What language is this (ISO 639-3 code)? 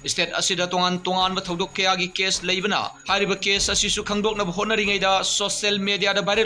mni